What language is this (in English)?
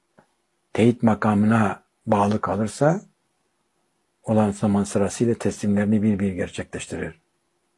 Turkish